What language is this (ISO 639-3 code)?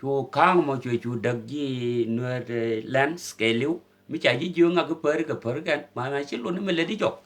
nus